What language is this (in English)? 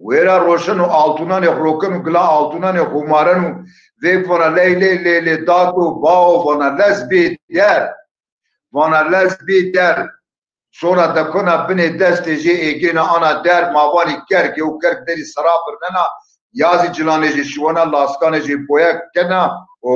Zaza